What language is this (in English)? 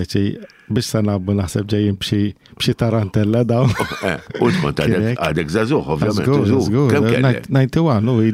Maltese